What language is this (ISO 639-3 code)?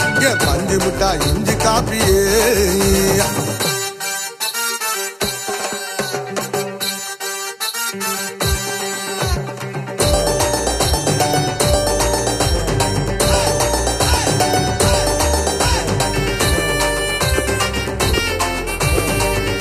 tam